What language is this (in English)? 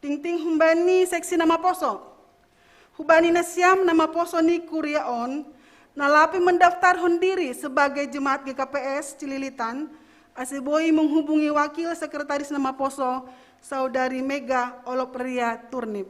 Batak Simalungun